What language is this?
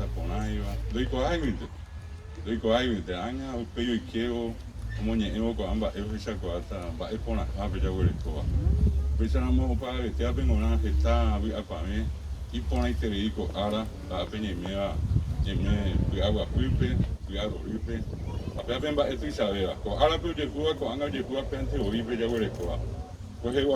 Guarani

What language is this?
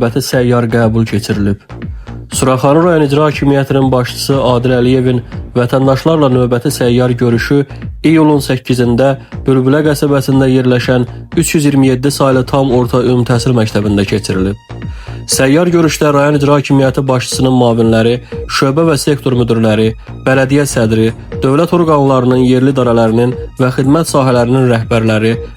Azerbaijani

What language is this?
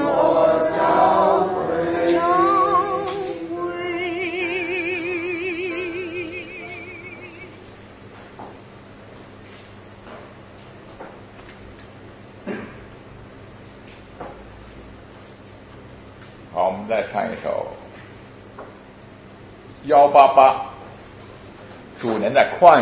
Chinese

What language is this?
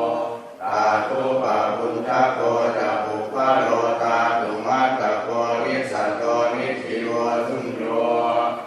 Pali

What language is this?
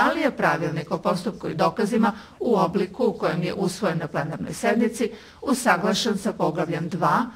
Serbian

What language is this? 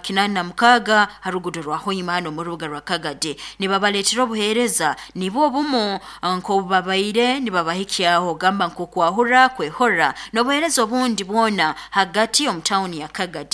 Nyoro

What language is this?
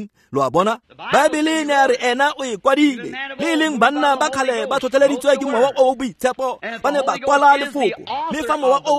Tswana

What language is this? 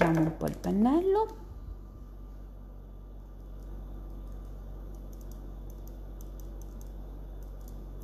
Italian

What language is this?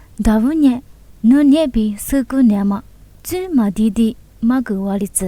Lisu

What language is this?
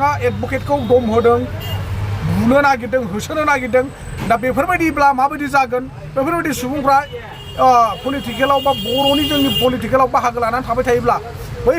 Bodo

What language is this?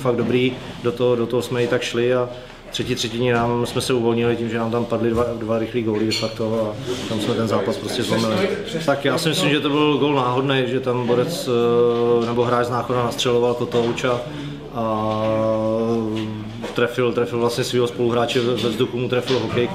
Czech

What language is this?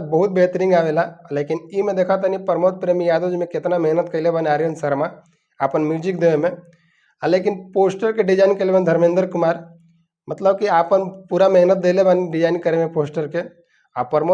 Bhojpuri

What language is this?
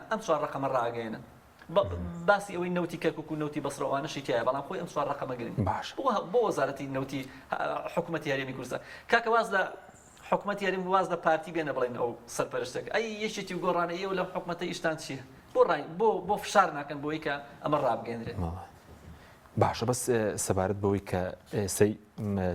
Central Kurdish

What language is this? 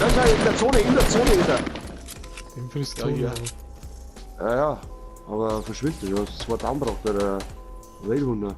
Bavarian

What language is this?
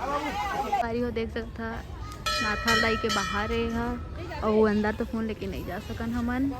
Chhattisgarhi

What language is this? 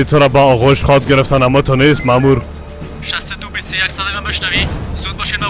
Persian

